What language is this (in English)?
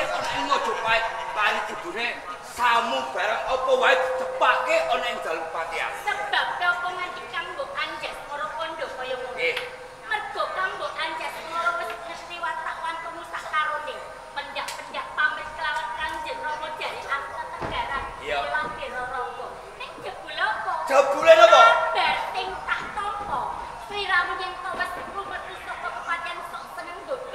Javanese